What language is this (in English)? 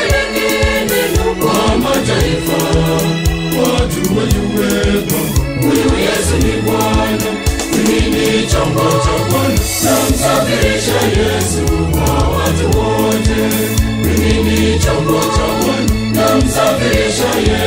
Swahili